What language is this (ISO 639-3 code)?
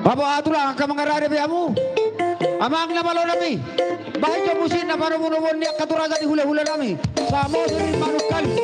bbc